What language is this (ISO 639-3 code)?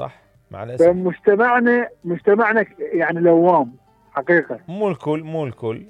acm